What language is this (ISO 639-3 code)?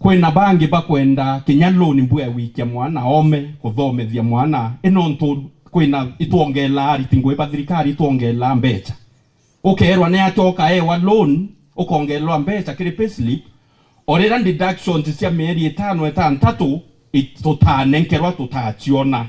mer